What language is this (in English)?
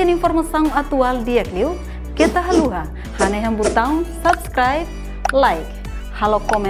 Tetum